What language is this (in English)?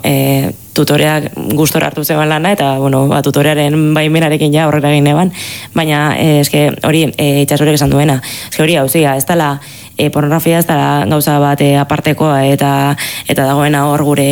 Basque